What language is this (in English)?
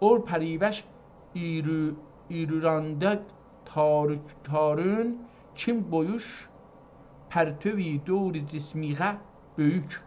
South Azerbaijani